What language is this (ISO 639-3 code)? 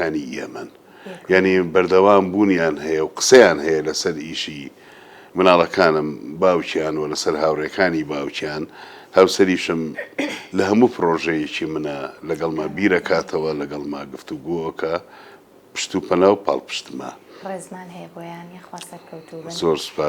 ckb